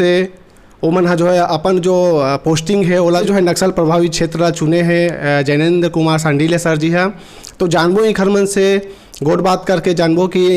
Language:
Chhattisgarhi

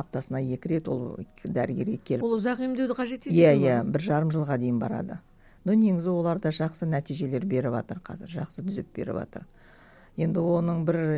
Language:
Kazakh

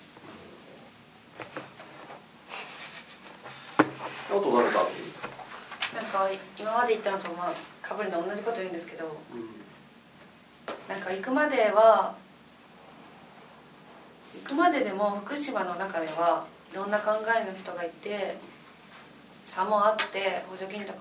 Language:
Japanese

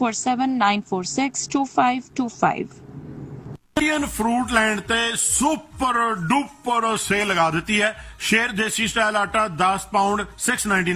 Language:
Punjabi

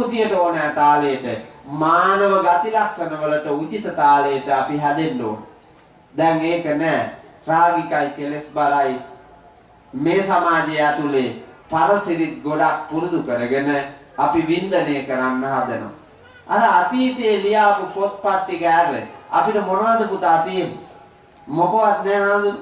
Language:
Sinhala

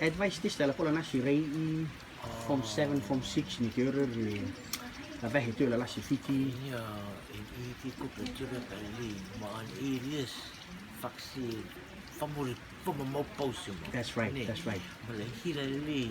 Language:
Rotuman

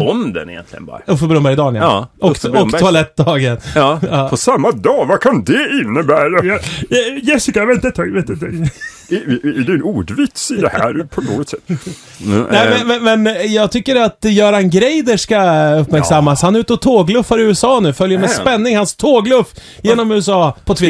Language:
Swedish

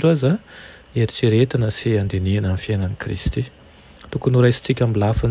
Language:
Malagasy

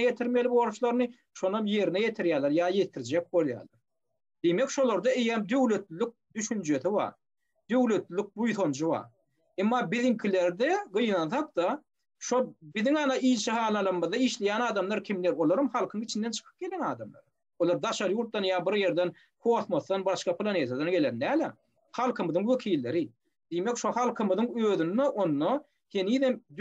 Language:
Turkmen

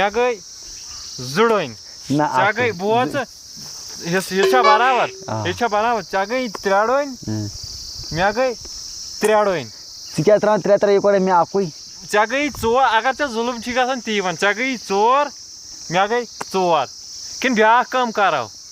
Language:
Kashmiri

